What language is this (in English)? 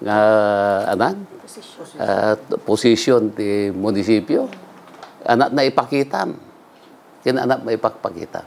Iloko